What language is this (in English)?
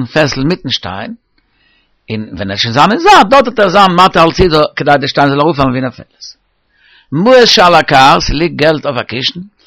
Yiddish